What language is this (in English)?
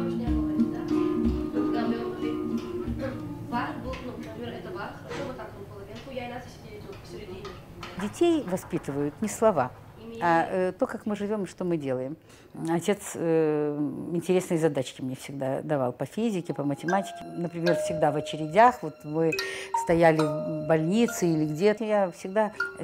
Russian